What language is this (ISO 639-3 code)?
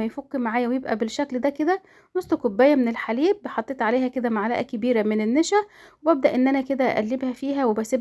arz